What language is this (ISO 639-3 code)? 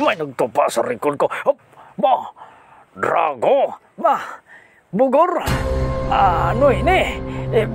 hil